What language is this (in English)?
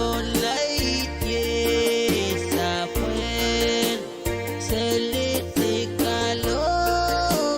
Pohnpeian